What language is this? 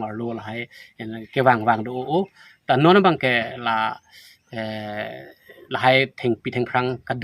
Karbi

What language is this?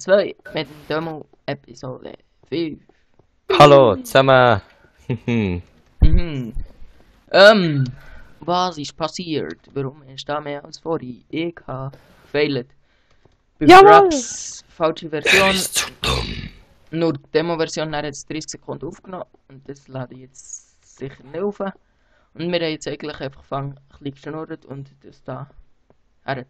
Swiss German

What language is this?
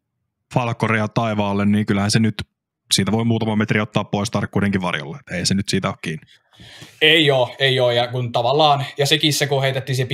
Finnish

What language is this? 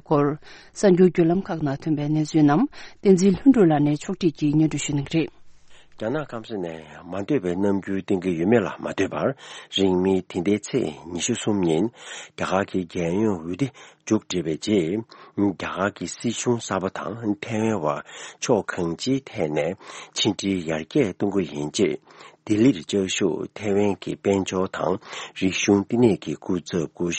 Tibetan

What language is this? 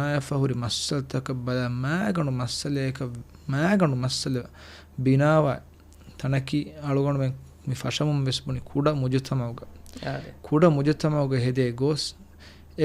Divehi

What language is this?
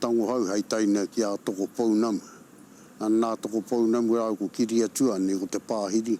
Māori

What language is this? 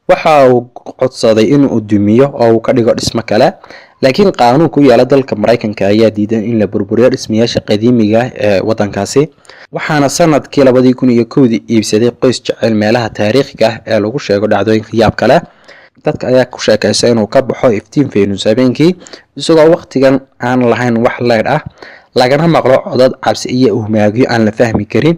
Somali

